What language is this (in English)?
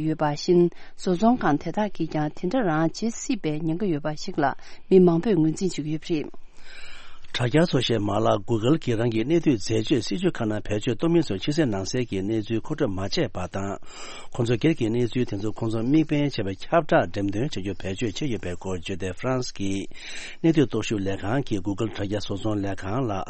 Tibetan